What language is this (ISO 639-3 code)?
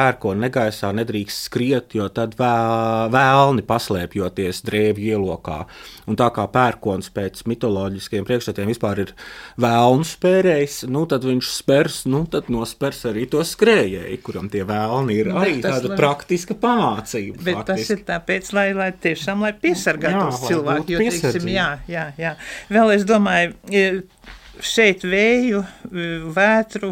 lav